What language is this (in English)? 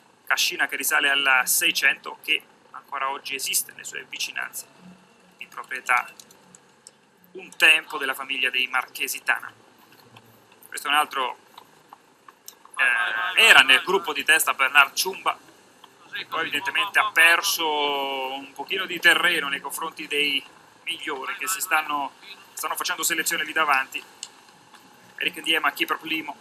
Italian